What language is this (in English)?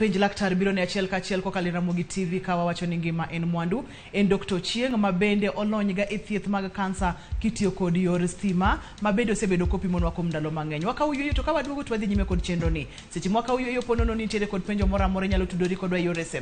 Luo (Kenya and Tanzania)